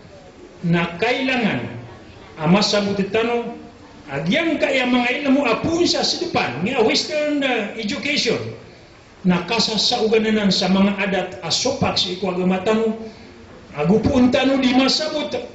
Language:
Maranao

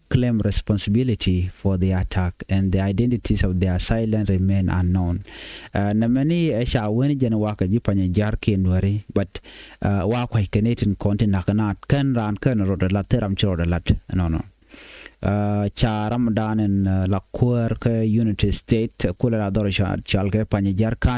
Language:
Nuer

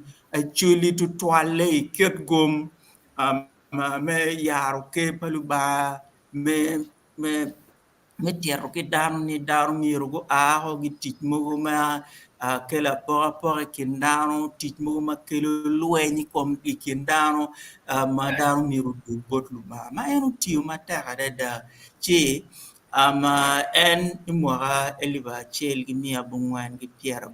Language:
Acoli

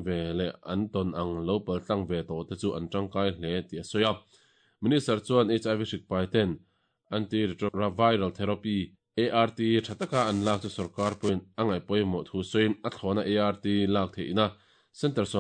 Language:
Mizo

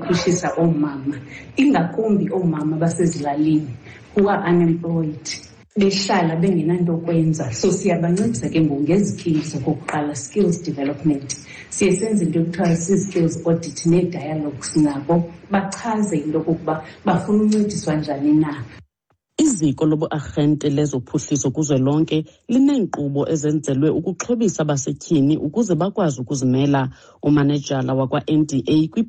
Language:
Xhosa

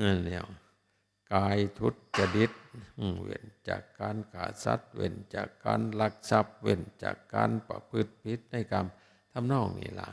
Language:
Northeastern Thai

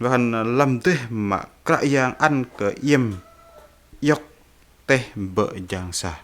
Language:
Bahnar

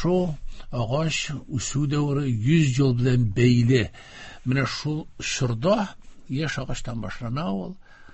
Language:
Tatar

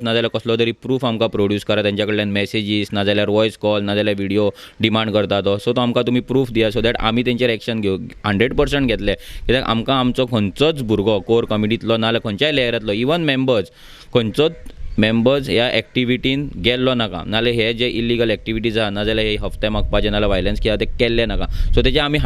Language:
Konkani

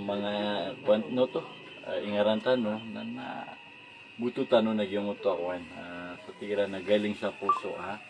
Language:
Maranao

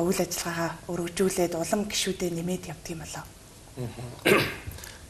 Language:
Mongolian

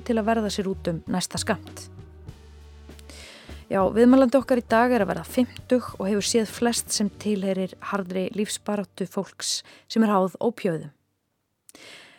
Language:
Icelandic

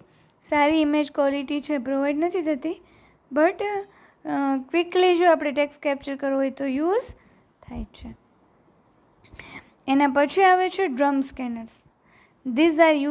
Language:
Gujarati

